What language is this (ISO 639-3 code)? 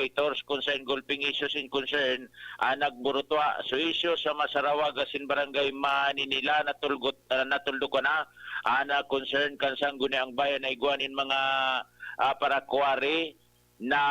bik